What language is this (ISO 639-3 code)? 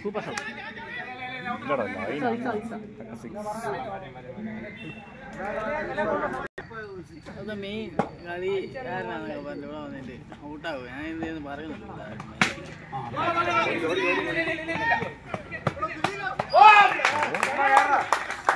mal